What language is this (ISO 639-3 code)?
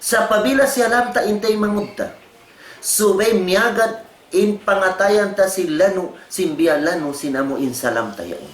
tsg